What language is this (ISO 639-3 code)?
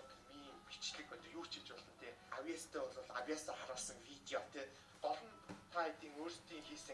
mon